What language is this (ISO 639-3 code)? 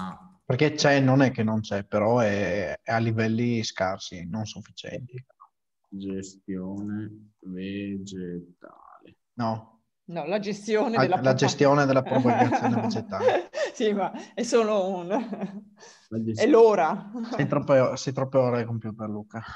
ita